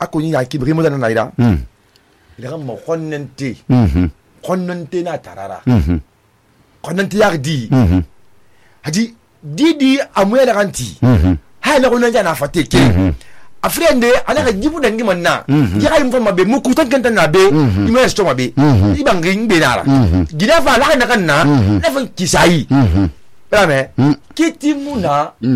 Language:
Susu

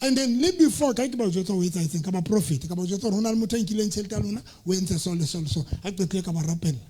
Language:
Southern Sotho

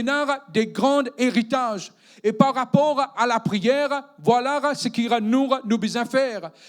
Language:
Morisyen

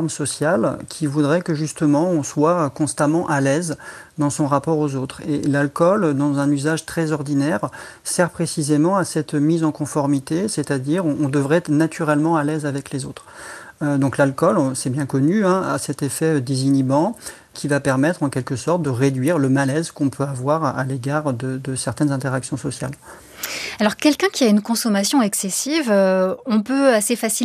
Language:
French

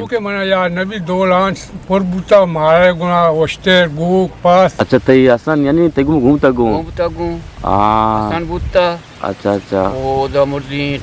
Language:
Eastern Balochi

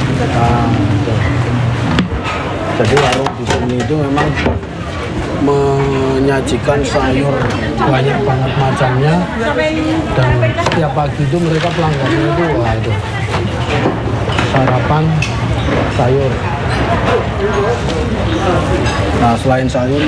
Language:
Indonesian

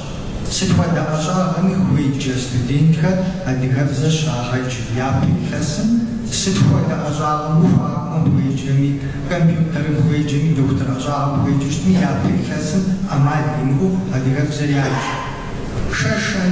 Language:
Kabardian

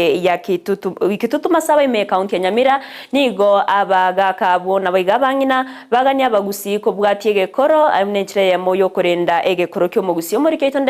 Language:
Gusii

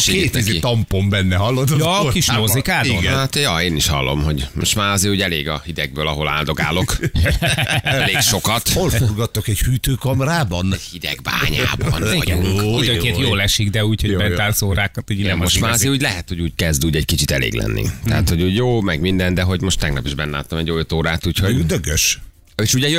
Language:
Hungarian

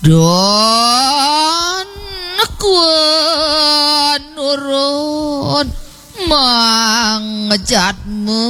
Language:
Balinese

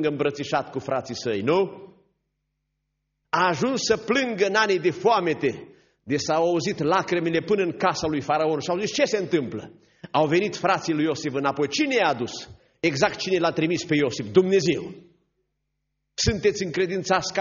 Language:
Romanian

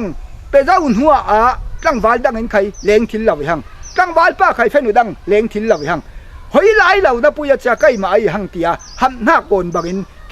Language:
Falam Chin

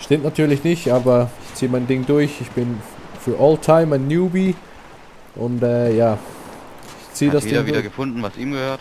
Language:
Swiss German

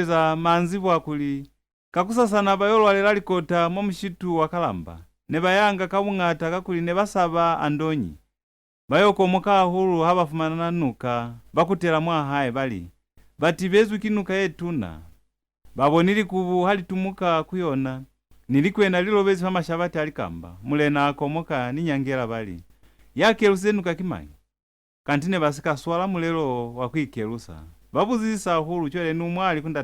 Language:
Lozi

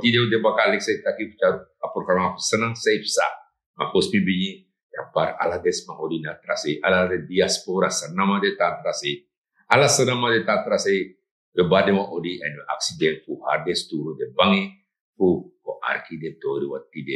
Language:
Sranan Tongo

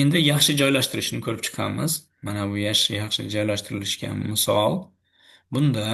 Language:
Uzbek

